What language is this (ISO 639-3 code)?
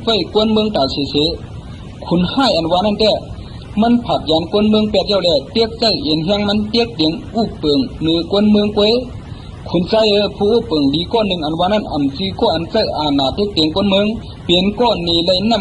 shn